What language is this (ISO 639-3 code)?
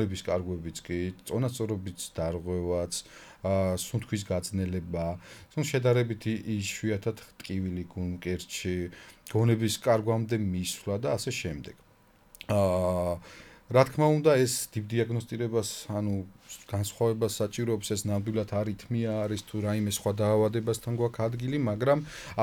kat